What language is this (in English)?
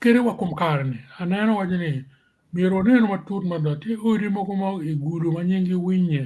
Acoli